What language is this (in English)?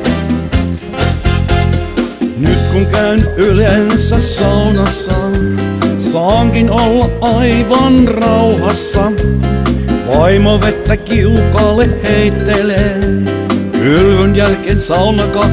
Finnish